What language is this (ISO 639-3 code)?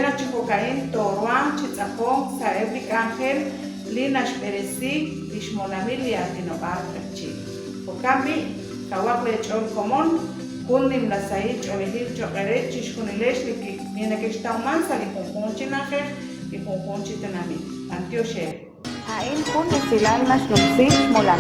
kek